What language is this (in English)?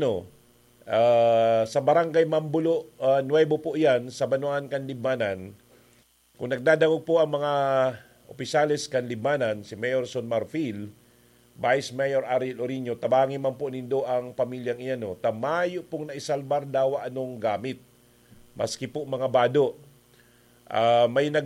Bikol